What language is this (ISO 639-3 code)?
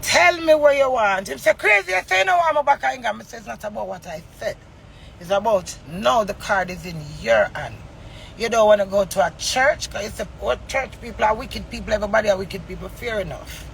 jam